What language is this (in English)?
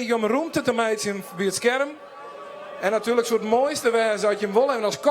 Western Frisian